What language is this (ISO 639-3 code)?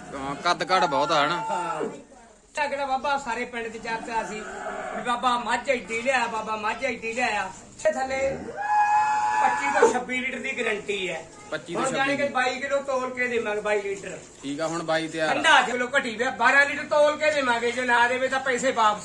pan